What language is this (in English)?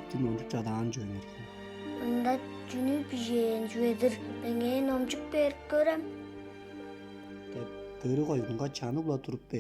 Tuvinian